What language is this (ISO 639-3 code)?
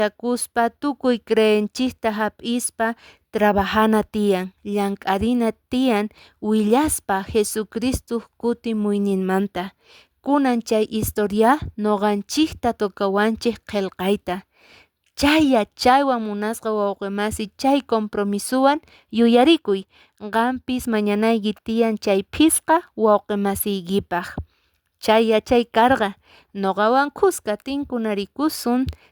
que